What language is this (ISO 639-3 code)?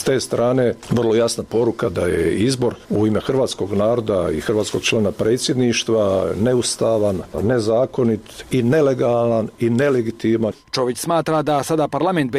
hrv